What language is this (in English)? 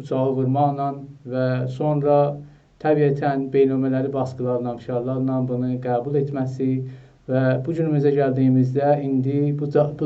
South Azerbaijani